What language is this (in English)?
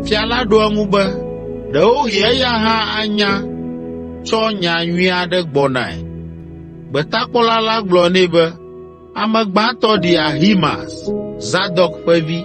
Ewe